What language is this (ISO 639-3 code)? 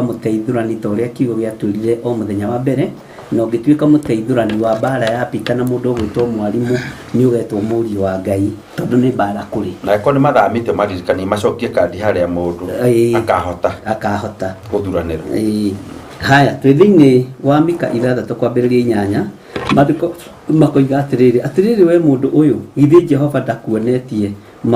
kik